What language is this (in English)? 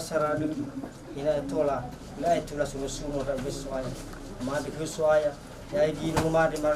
Nias